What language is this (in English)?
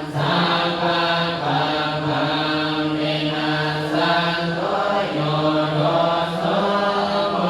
Pali